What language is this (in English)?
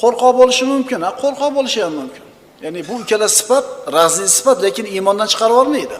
Uzbek